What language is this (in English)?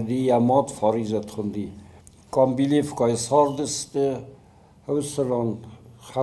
Ossetic